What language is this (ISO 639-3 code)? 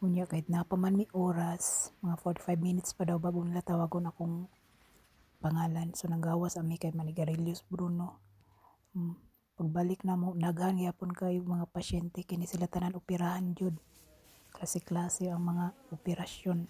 ceb